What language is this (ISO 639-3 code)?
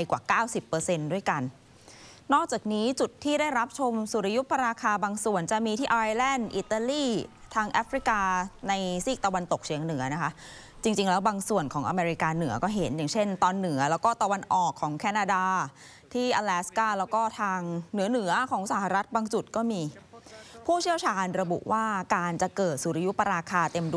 tha